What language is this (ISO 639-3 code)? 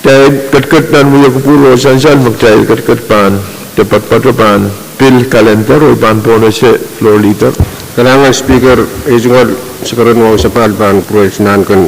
pon